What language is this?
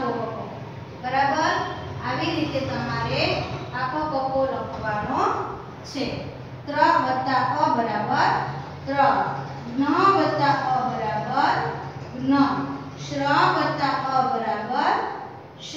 Gujarati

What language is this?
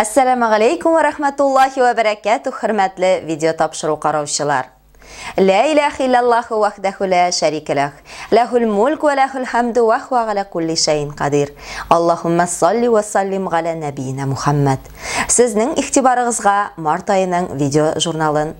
Tatar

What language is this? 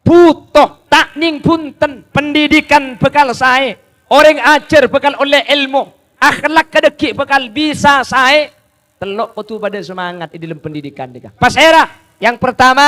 Madurese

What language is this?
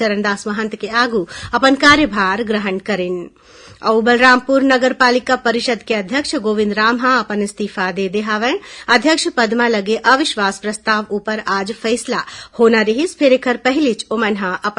Chhattisgarhi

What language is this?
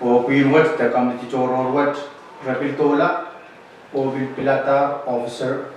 Pohnpeian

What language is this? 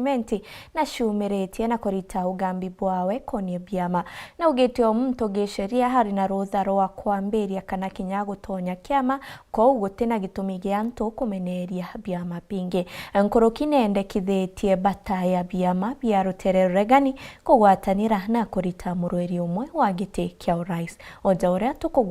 Meru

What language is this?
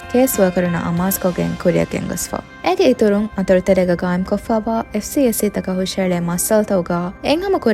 Divehi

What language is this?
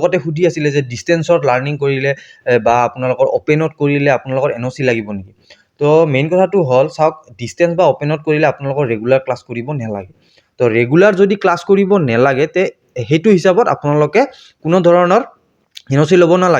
Assamese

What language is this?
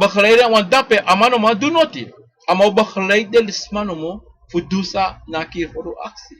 Sranan Tongo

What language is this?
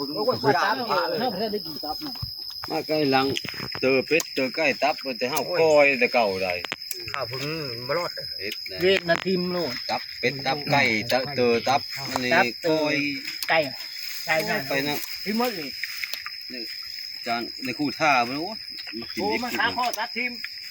Northeastern Thai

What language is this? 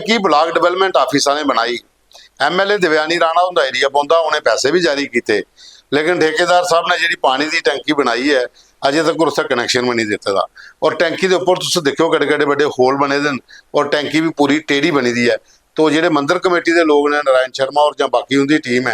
Dogri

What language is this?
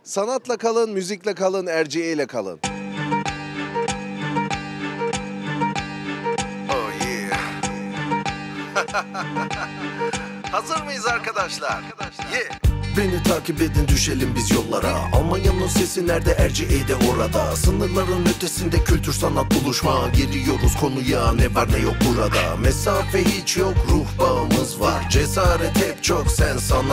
Turkish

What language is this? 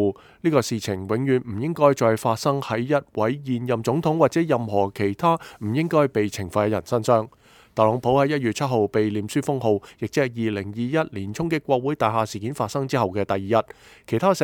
Cantonese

